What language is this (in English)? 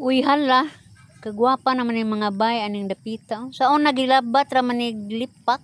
Cebuano